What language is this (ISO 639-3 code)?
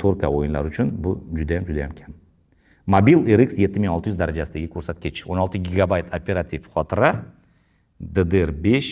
uzb